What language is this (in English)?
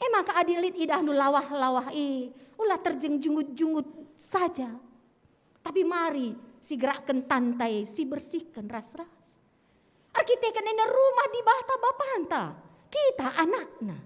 Batak Karo